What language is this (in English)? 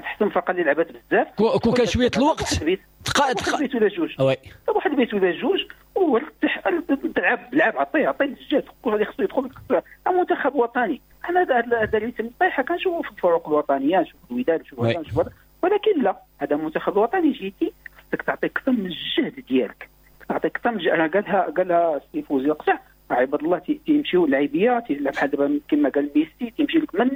Moroccan Arabic